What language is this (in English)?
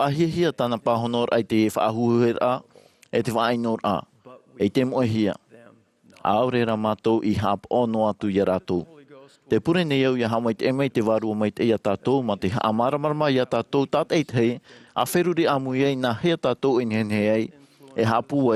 Tahitian